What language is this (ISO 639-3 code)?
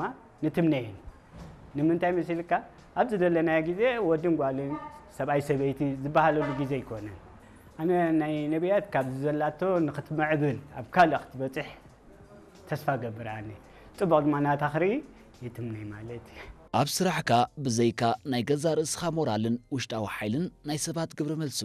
tir